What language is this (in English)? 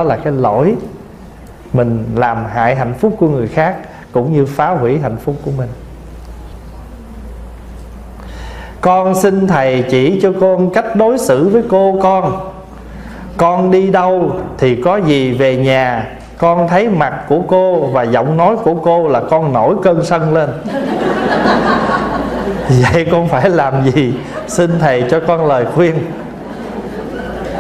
Vietnamese